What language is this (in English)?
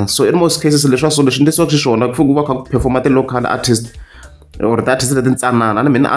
Tsonga